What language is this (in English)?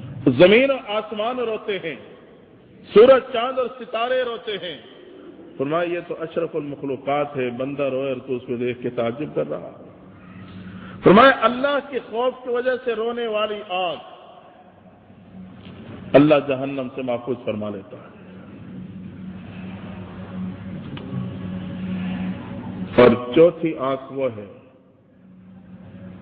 Urdu